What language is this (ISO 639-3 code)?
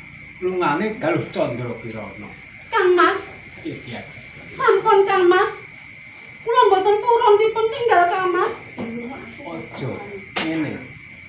jav